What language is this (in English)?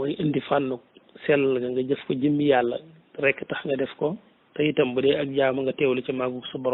Wolof